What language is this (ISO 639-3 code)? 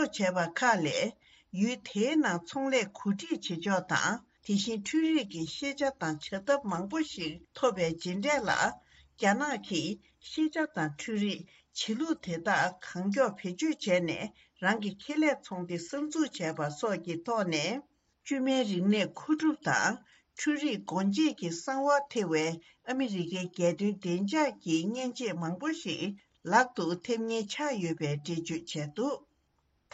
bod